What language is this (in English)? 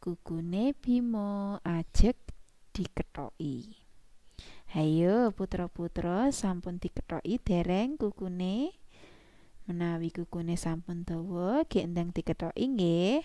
Javanese